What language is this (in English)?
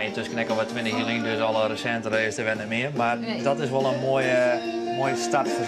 Western Frisian